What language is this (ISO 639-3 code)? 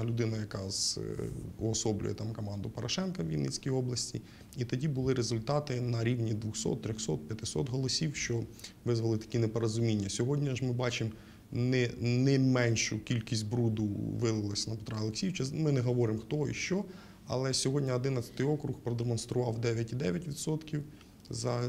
ukr